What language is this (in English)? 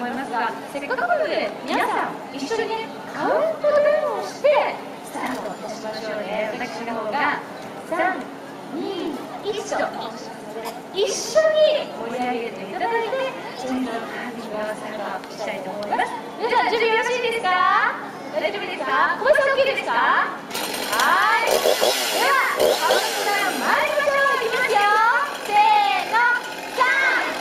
Japanese